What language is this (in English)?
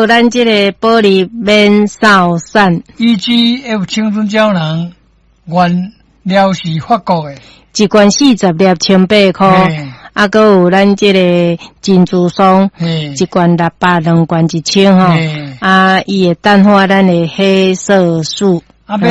Min Nan Chinese